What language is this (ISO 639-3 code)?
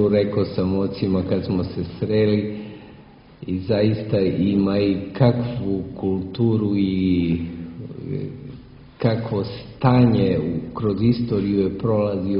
srp